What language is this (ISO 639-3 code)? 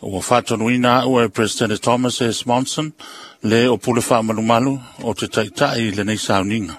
smo